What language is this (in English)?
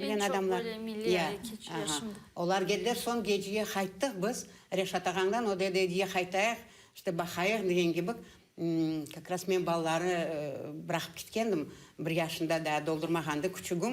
Crimean Tatar